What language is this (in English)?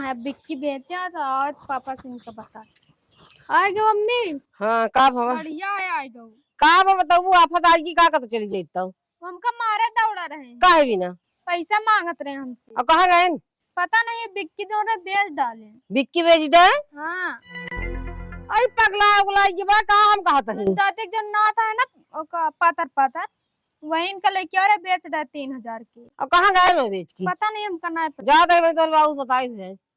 Awadhi